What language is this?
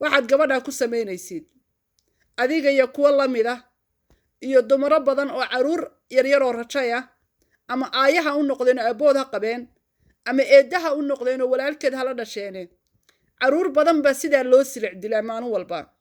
Somali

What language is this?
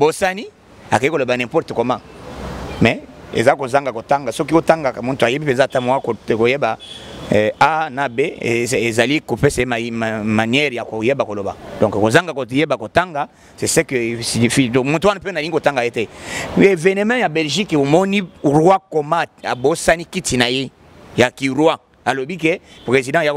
Lingala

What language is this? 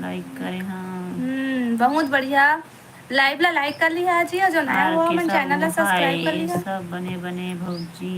Chhattisgarhi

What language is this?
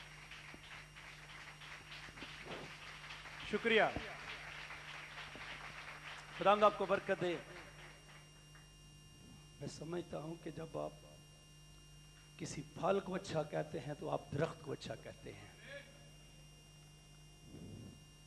Urdu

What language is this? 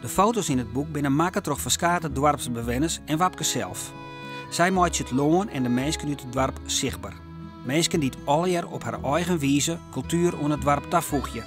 Western Frisian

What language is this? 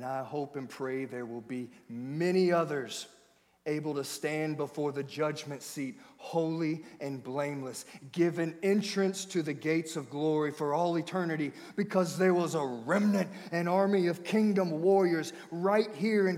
English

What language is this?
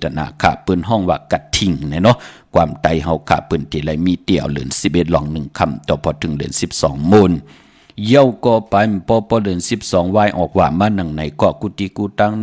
Shan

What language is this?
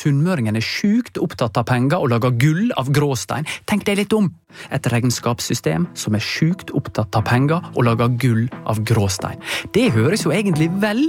Norwegian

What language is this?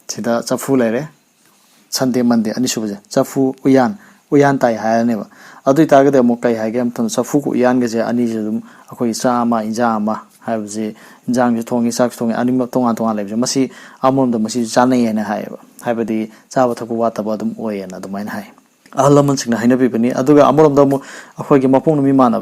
Manipuri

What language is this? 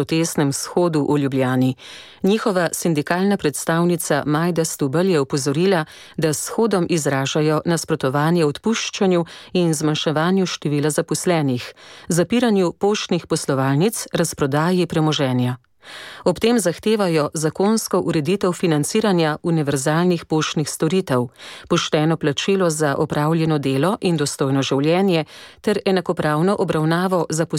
Slovenian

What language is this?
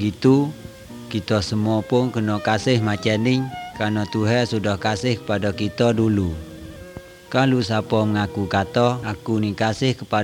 Malay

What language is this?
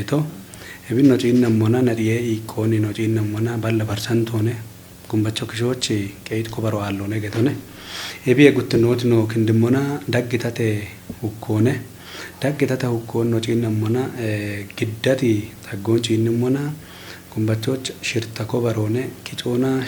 Kafa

